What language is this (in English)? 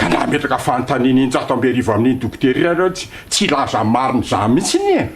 Malagasy